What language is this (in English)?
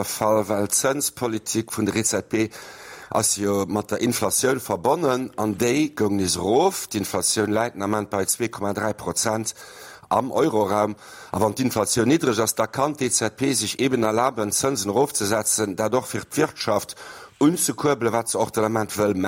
Luxembourgish